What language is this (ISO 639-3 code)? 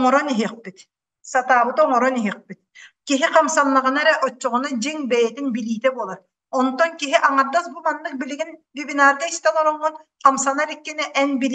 sah